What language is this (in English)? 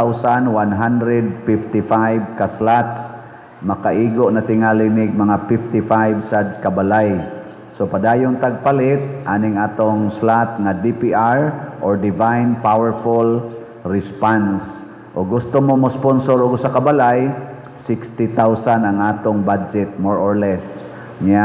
Cebuano